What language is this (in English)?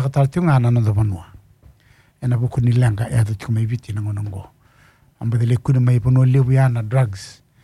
Fijian